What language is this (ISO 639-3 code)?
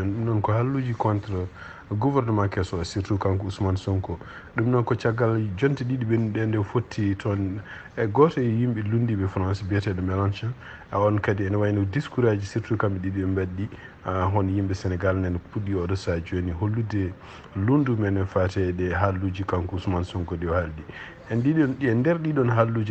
ful